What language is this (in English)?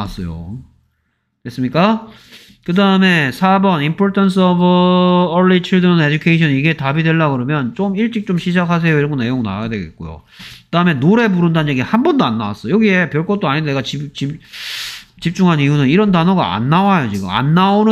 Korean